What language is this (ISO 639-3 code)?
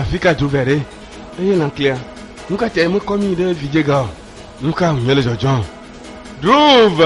ewe